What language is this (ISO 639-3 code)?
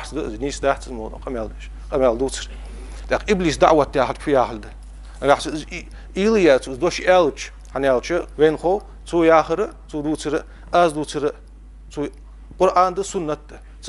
inh